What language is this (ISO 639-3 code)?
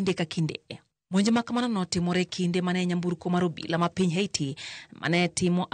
luo